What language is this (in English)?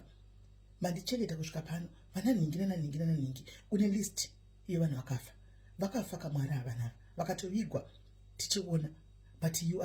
Shona